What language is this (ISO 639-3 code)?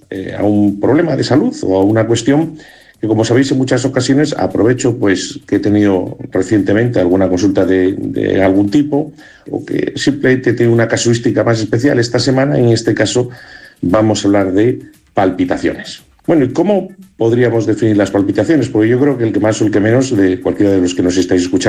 spa